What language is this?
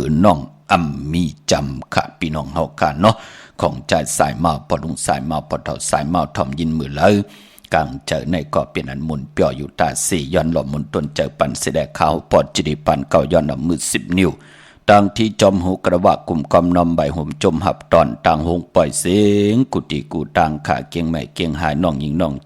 Shan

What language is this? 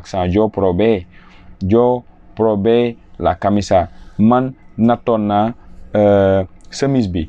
Wolof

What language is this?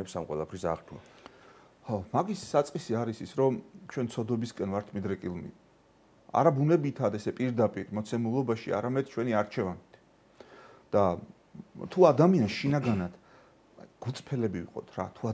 Georgian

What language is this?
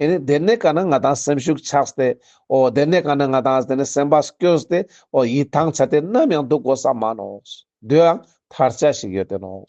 Ladakhi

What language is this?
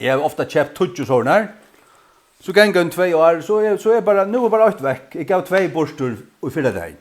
Faroese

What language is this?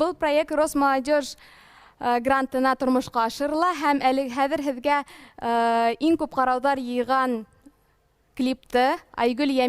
Bashkir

